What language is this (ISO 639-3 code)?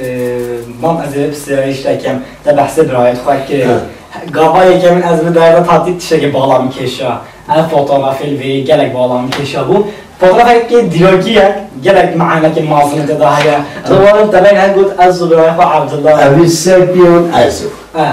kur